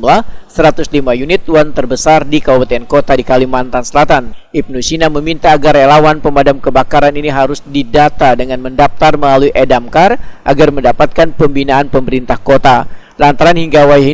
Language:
Banjar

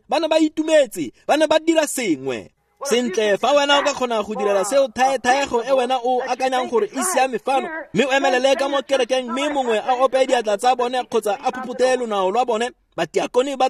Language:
Tswana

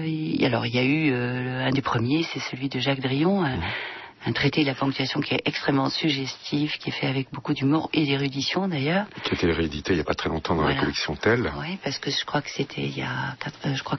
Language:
French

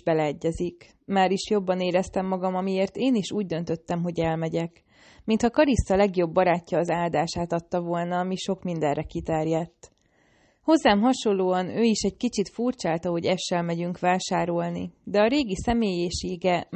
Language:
Hungarian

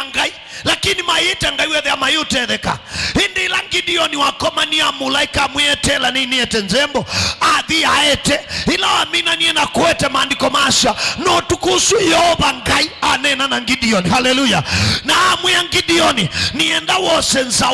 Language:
Kamba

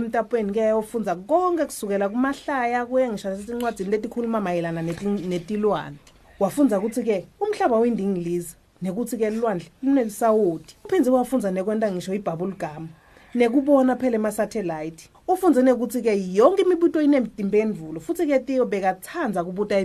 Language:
Swati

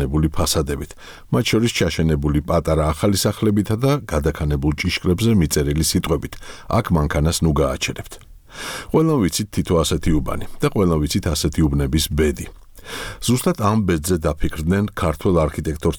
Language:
Georgian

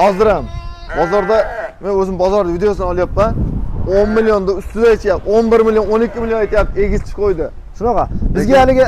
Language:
Uzbek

